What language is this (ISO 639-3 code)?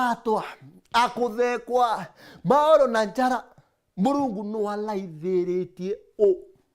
mer